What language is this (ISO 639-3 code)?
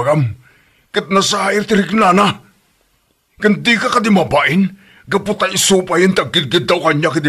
ilo